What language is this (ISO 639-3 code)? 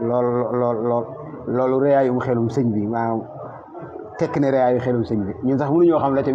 wol